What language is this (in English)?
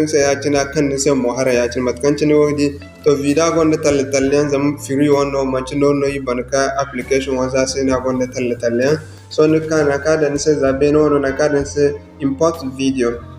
Zarma